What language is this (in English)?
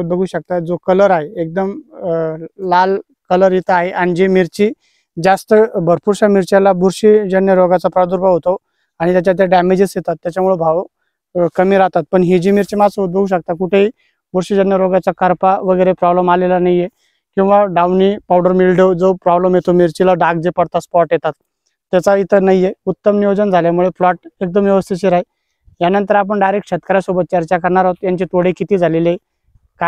Marathi